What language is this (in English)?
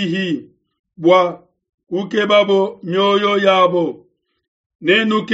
Luba-Lulua